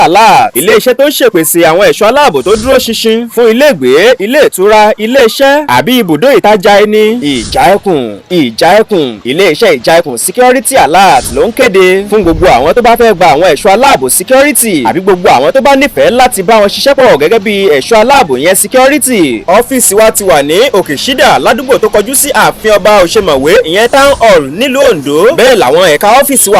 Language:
Yoruba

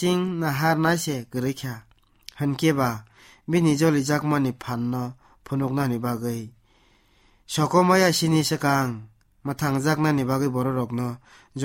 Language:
Kok Borok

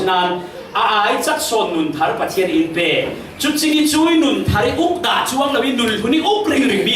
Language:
Falam Chin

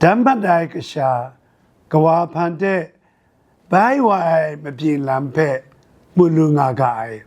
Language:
Kachin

